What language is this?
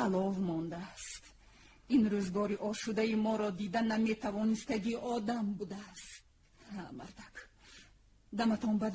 Tajik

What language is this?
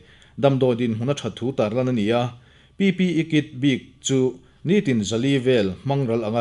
Mizo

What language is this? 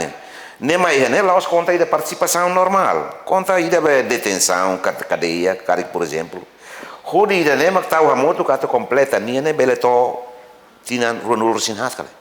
Tetum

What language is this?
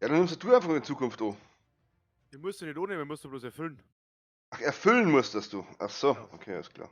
Bavarian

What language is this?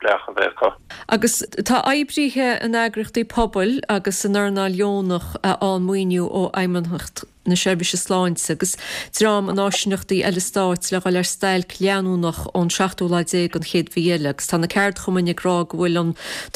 Irish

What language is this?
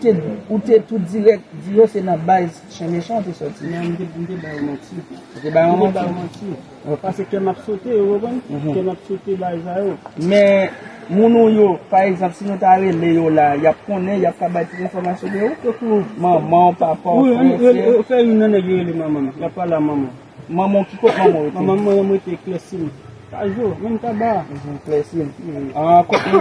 Haitian Creole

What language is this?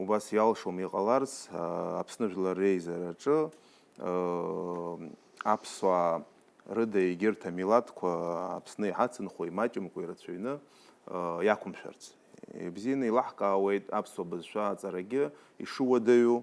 Abkhazian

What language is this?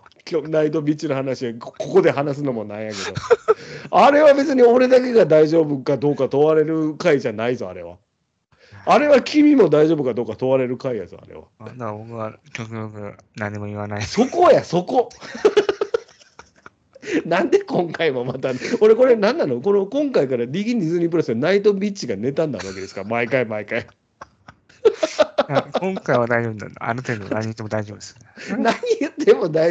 Japanese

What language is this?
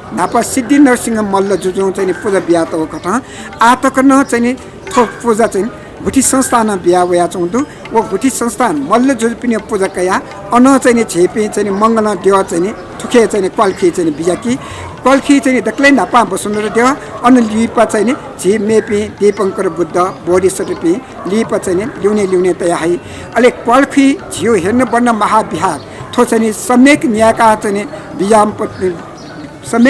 Newari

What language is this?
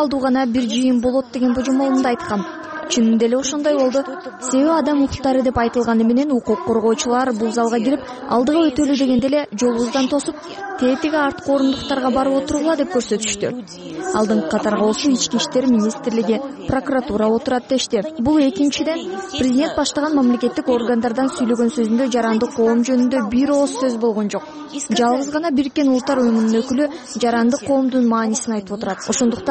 Kyrgyz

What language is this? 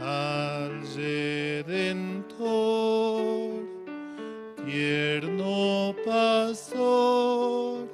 South Bolivian Quechua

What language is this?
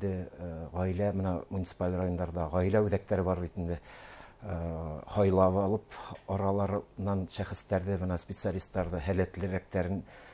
Bashkir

